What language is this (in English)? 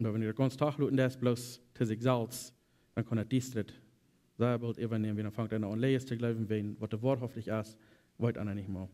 Plautdietsch